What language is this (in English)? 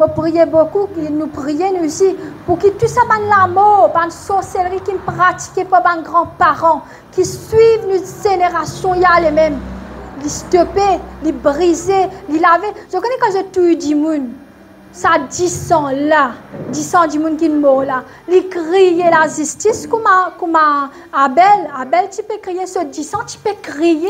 Morisyen